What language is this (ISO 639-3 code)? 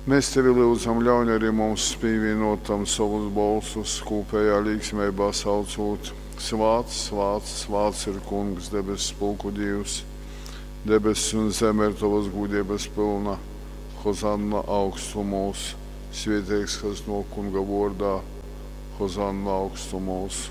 ltg